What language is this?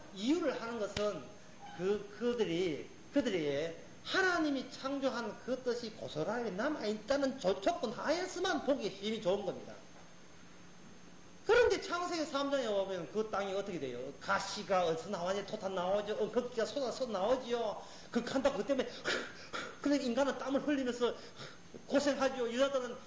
Korean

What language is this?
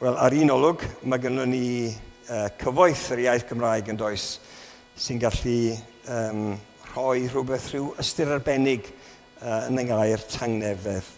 Welsh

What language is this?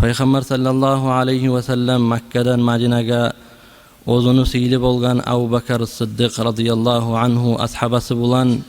Kumyk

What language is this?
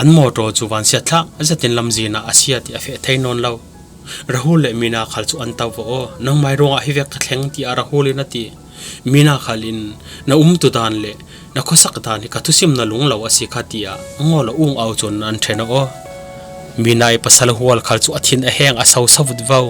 Falam Chin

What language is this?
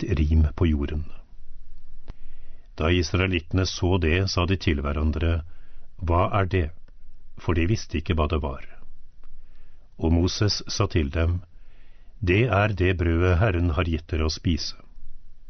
Norwegian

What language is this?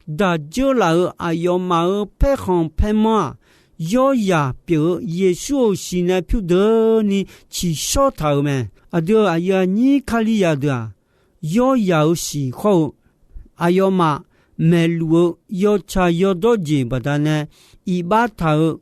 Akha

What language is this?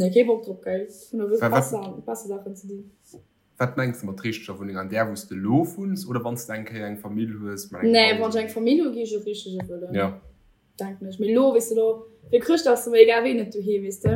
Luxembourgish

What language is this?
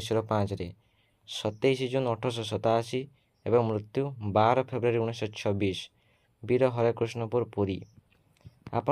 Odia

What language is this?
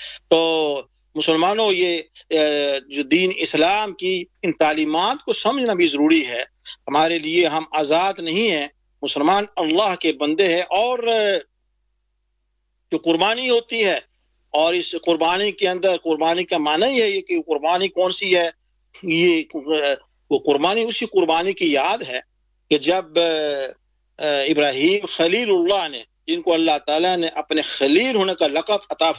Urdu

